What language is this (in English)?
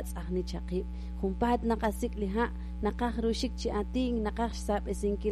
Kekchí